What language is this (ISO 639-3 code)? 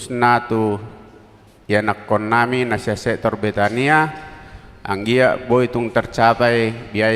bbc